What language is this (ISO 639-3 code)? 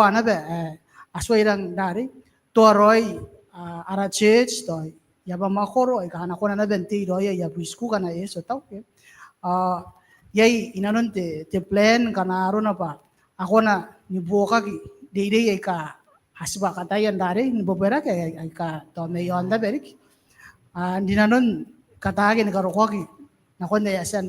gil